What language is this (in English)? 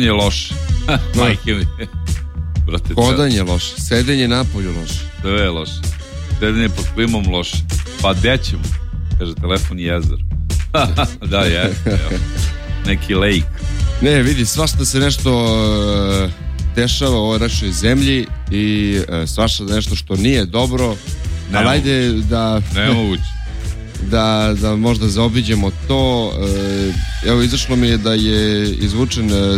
Serbian